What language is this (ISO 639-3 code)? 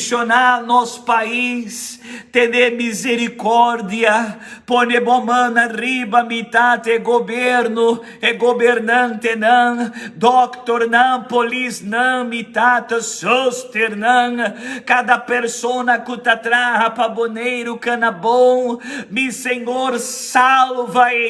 pap